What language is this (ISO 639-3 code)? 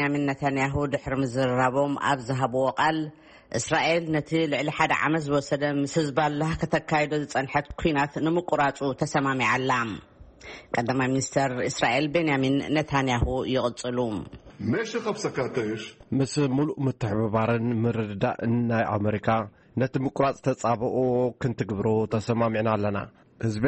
tir